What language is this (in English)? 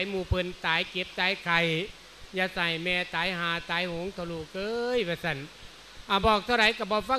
Lao